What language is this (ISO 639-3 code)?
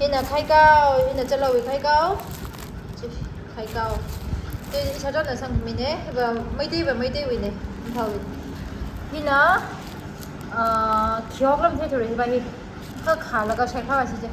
nmf